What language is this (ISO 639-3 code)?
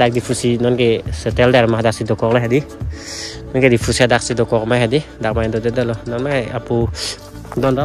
mjw